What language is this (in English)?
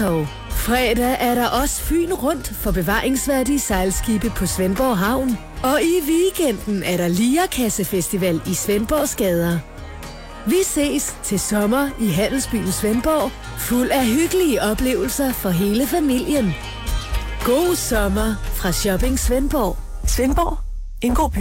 Danish